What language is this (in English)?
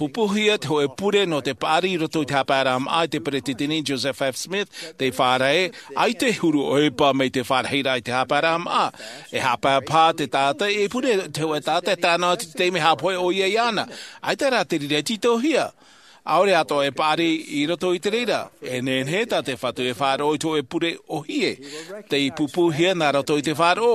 Tahitian